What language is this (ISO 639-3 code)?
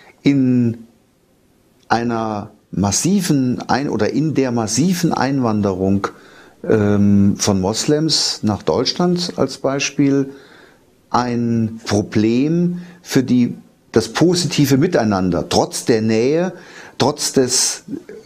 deu